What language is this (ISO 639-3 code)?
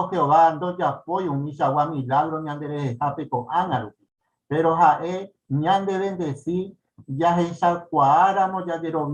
grn